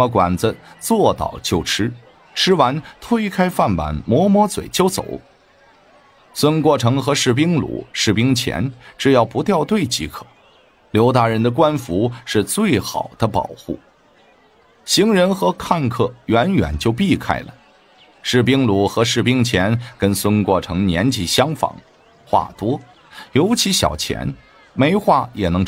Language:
Chinese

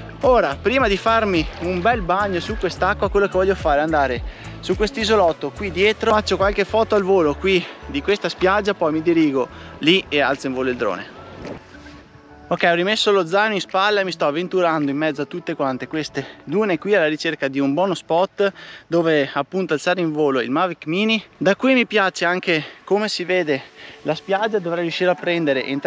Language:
Italian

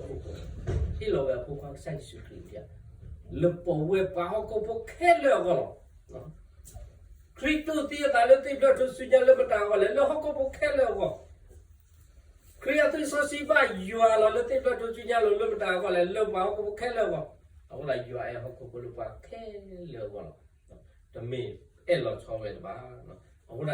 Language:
S'gaw Karen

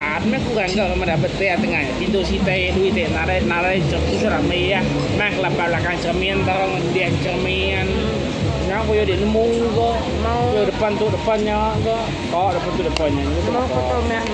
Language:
Iban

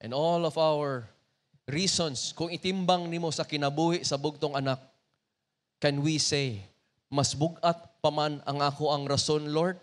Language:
Cebuano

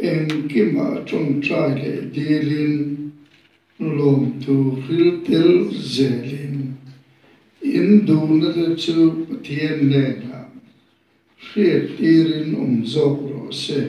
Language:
Mizo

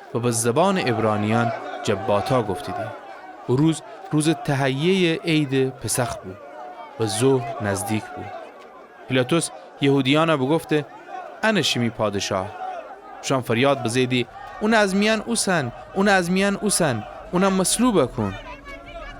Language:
Gilaki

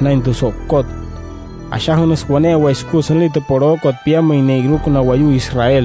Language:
Wayuu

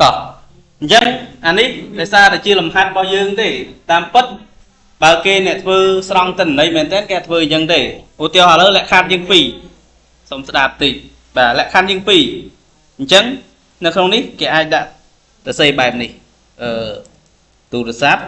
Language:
Khmer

